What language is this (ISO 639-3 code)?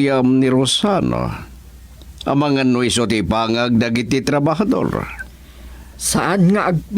ilo